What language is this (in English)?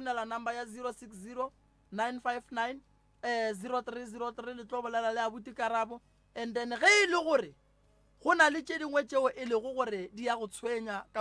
Northern Sotho